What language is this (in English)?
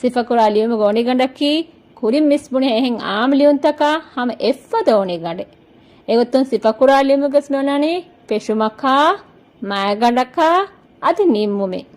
Divehi